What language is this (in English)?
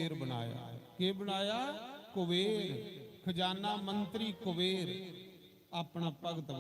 Dogri